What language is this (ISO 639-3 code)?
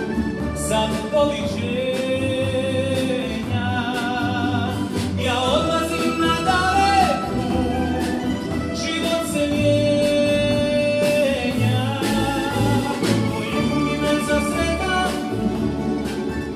hrv